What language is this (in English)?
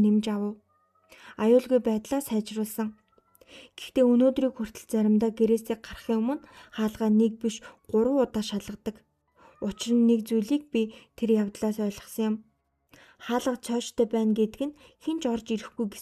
Mongolian